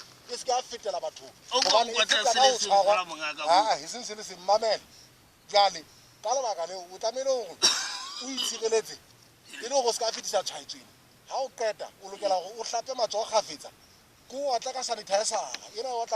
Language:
Southern Sotho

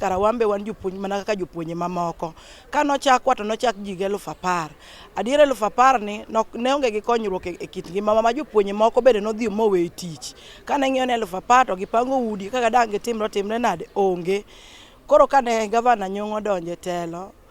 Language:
Luo (Kenya and Tanzania)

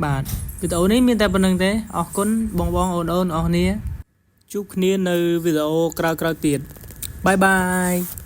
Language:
Khmer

